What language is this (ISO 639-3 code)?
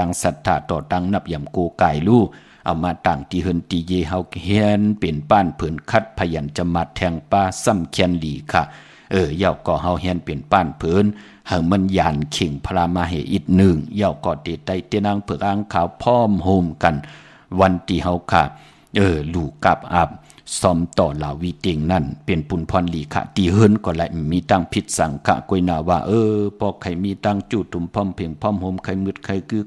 shn